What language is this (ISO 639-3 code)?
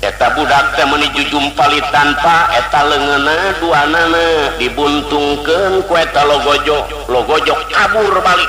sun